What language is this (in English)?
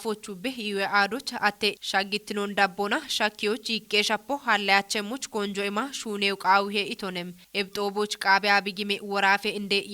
Kafa